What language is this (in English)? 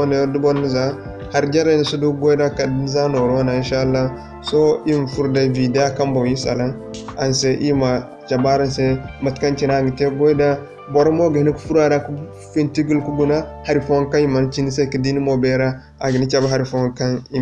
Zarma